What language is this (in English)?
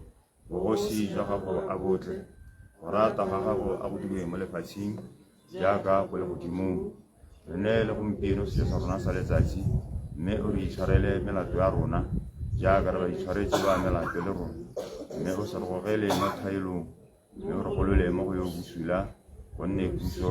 Tswana